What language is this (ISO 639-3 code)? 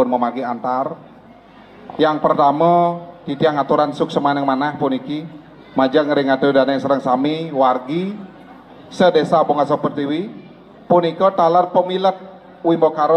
ban